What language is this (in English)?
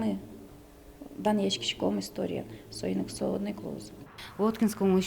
Udmurt